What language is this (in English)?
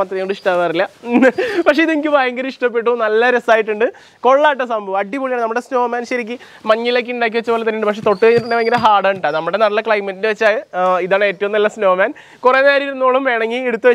Malayalam